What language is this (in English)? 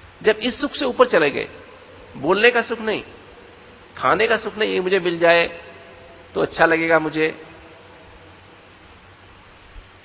Hindi